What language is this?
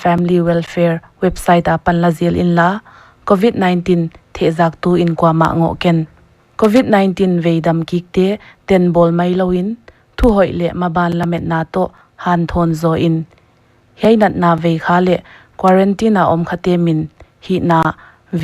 Paite Chin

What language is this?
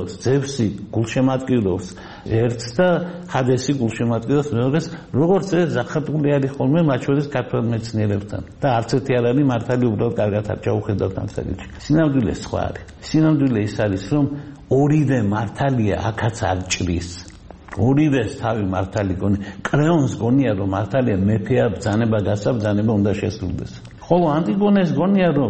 Georgian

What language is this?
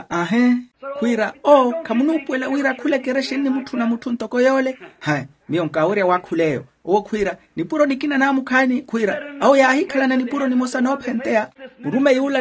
Makhuwa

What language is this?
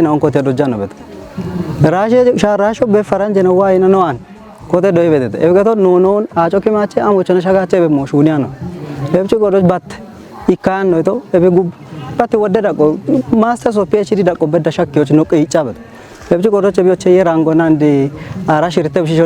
Kafa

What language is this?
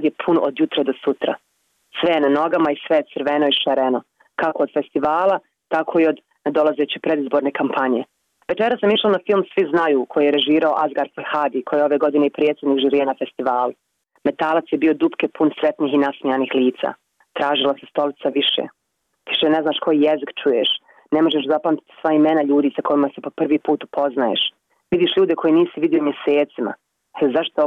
Bosnian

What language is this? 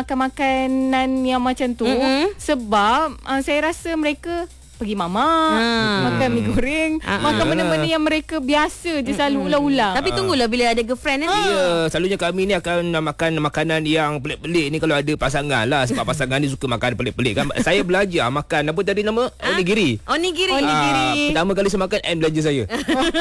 Malay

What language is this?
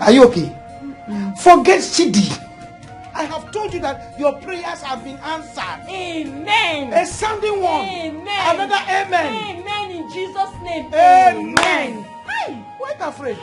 Nigerian Pidgin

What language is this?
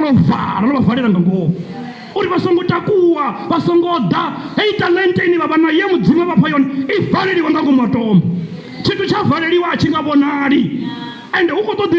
Venda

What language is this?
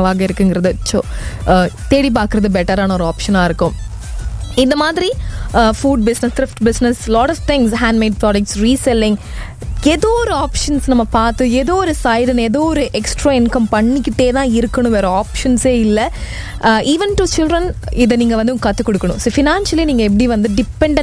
Tamil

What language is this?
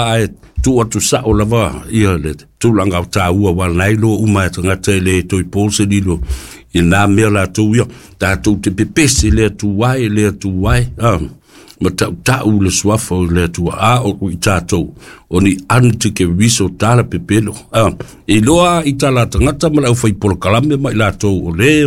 Samoan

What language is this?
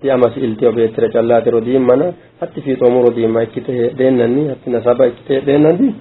Sidamo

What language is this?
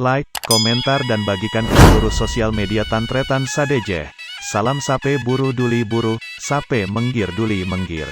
Madurese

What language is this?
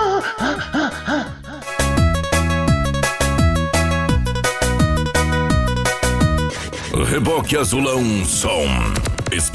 Portuguese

